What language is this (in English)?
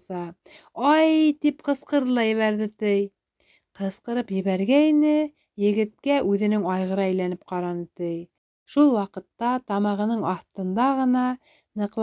Bashkir